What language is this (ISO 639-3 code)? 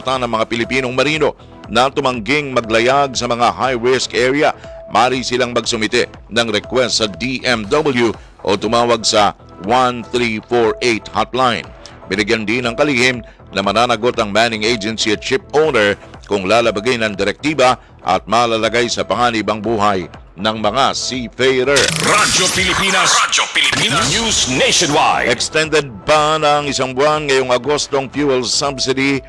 fil